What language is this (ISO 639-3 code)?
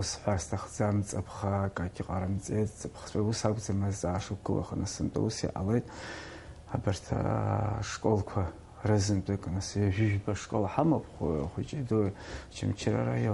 abk